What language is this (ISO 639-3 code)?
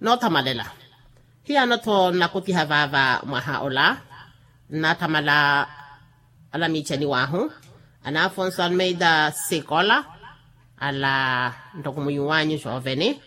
vmw